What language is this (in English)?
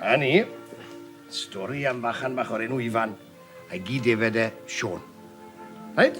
Welsh